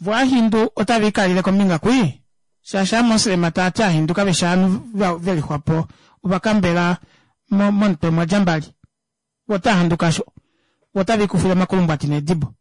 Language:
Kuanyama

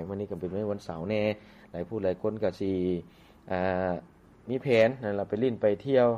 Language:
Lao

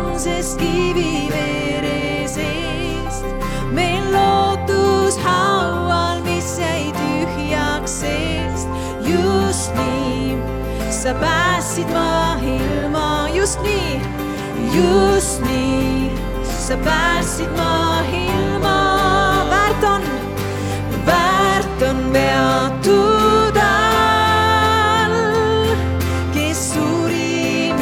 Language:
Estonian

